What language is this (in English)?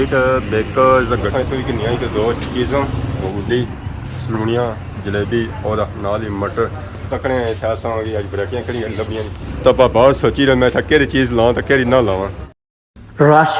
Pahari-Potwari